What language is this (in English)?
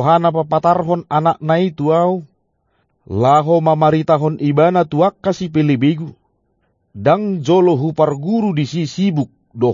Batak Toba